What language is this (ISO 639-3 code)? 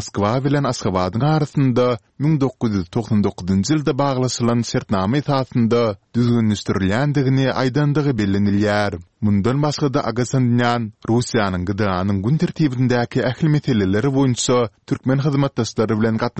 tuk